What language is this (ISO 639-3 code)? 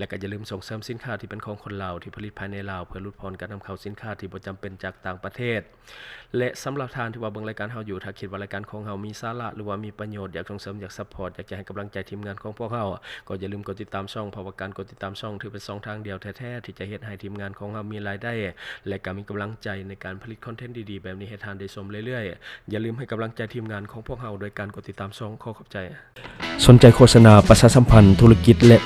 lao